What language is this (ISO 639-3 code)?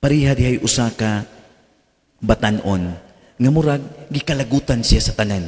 ceb